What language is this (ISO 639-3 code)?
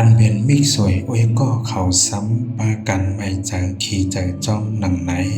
shn